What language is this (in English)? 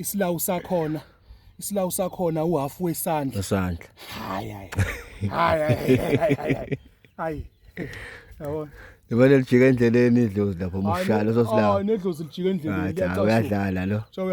Zulu